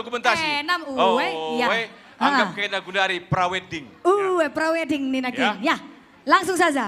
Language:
Batak Karo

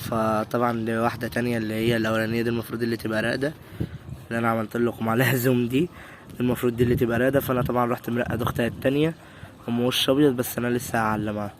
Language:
Egyptian Arabic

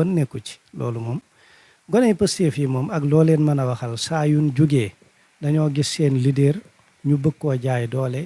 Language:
Wolof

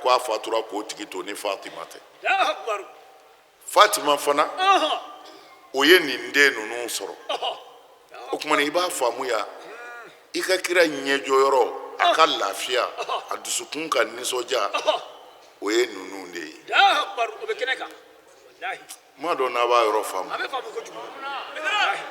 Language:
Bambara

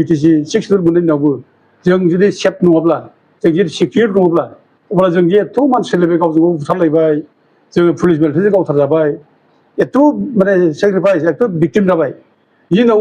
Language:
Bodo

